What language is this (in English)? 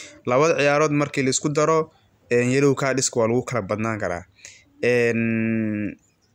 Somali